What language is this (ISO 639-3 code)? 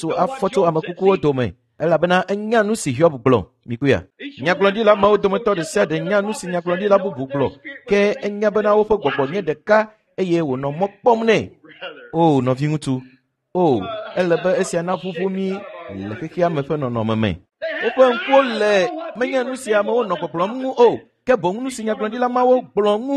ewe